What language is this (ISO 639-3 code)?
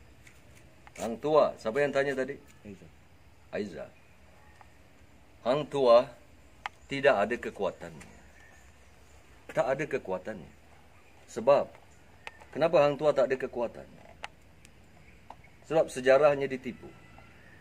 msa